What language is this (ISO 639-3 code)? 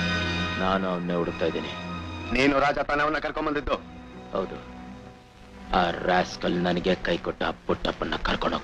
kan